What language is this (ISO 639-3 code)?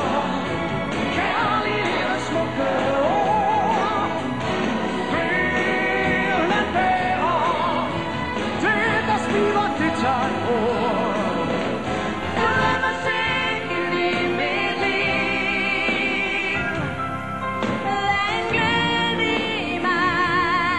dan